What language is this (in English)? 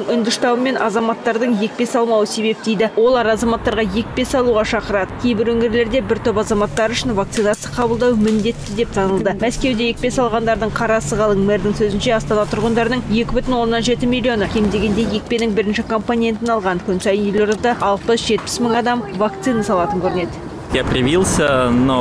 Kazakh